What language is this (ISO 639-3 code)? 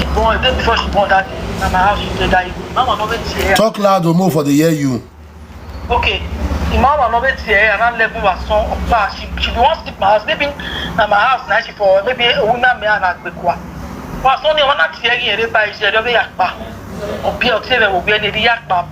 pcm